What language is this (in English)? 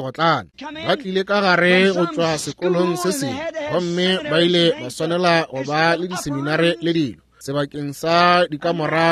Northern Sotho